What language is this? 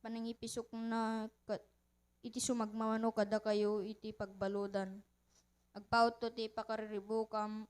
Iloko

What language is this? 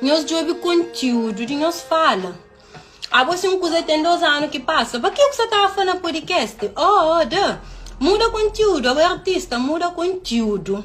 Kabuverdianu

